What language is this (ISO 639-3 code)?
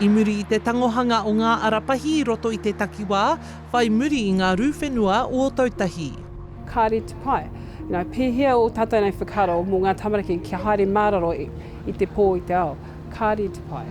mri